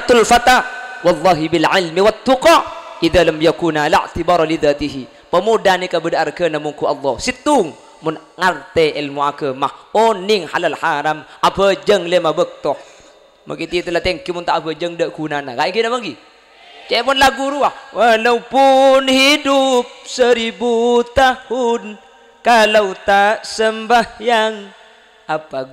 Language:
Madurese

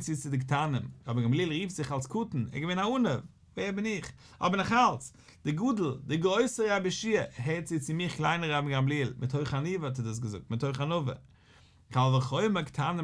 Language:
Yiddish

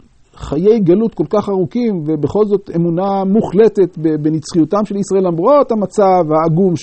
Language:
Hebrew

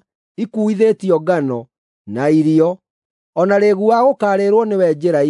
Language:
Kikuyu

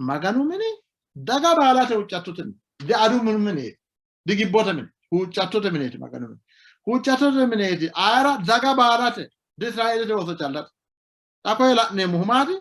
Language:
Sidamo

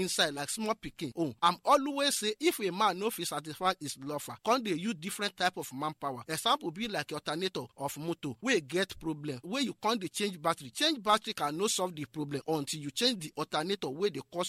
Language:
Nigerian Pidgin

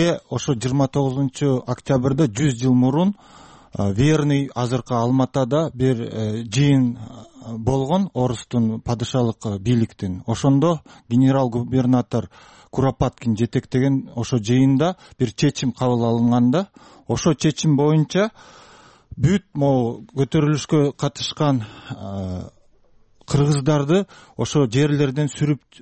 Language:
Kyrgyz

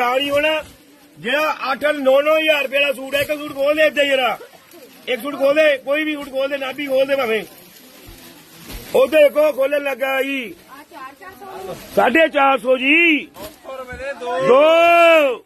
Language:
Punjabi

